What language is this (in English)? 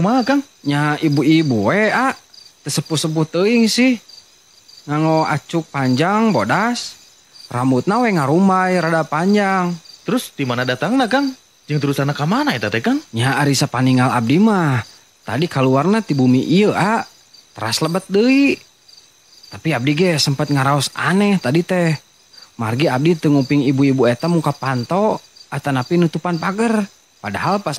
Sundanese